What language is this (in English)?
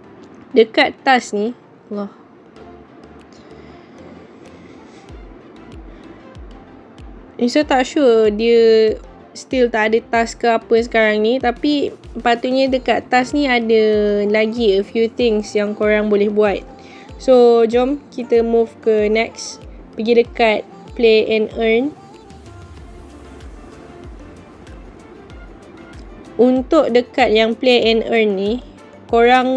Malay